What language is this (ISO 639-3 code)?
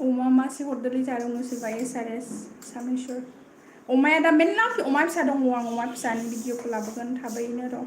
brx